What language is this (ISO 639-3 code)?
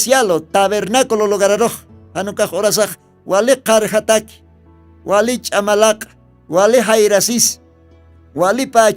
aym